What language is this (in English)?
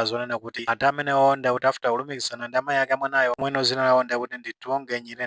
Nyanja